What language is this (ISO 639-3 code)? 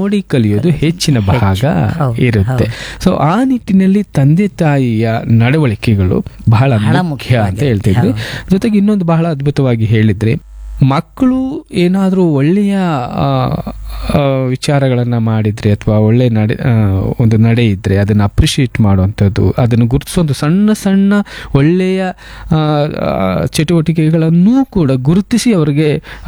kan